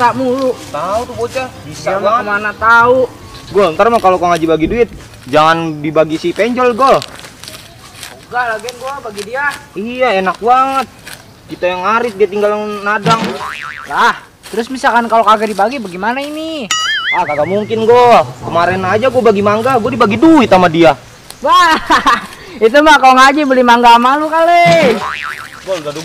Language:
Betawi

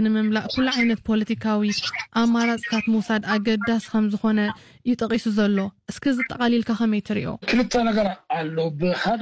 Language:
Tigrinya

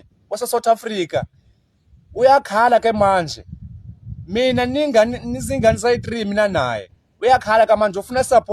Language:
Zulu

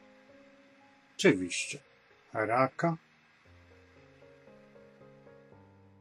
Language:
Polish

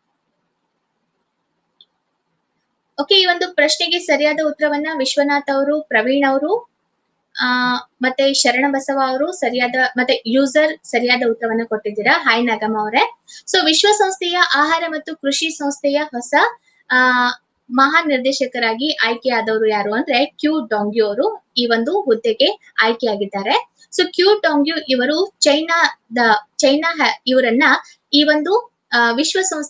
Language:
Kannada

